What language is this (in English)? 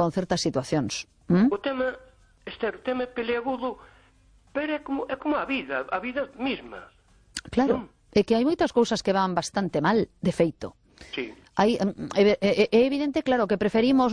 Galician